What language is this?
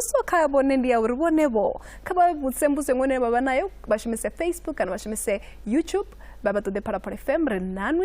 Venda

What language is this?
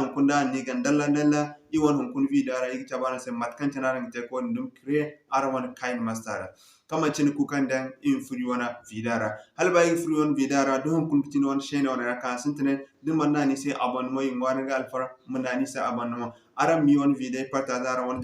Zarma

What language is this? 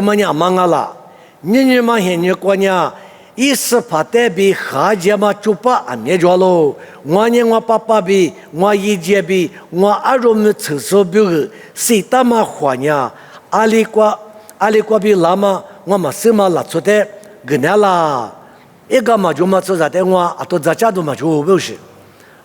Lisu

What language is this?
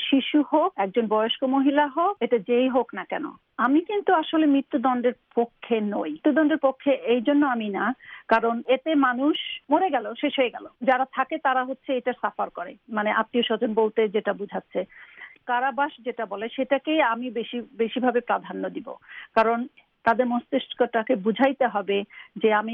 Bangla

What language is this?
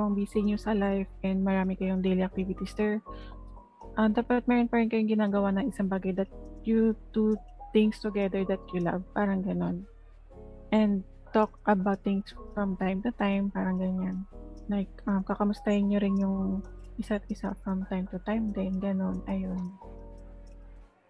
Filipino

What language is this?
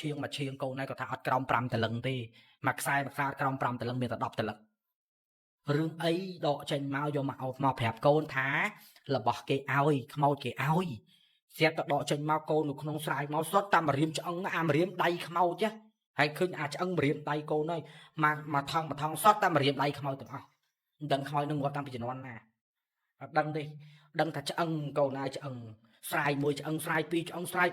Khmer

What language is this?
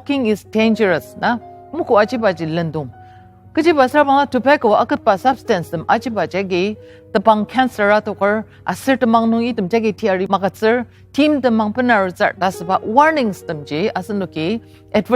Ao Naga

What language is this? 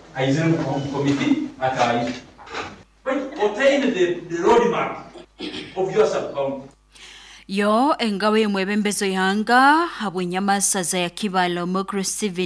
Nyoro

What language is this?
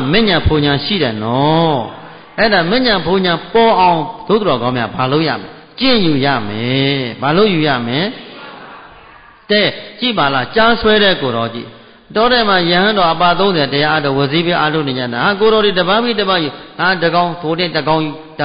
Burmese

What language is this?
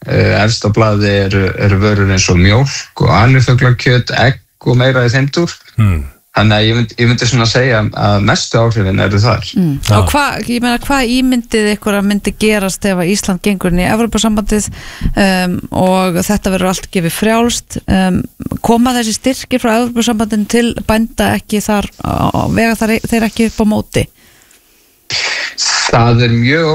Icelandic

